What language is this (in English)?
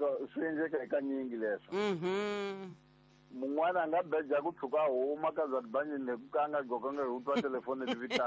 Tsonga